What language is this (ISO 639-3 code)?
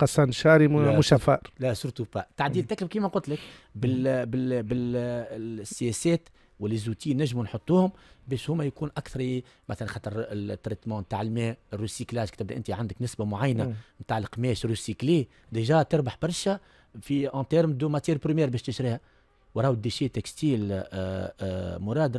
aeb